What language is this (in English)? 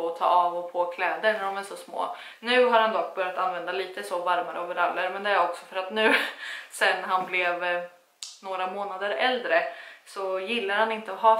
Swedish